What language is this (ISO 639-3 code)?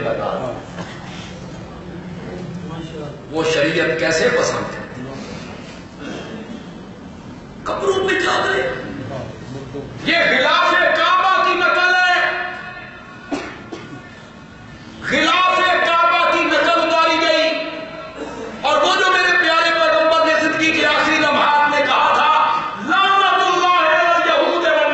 urd